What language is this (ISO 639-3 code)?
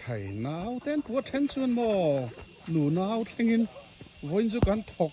lus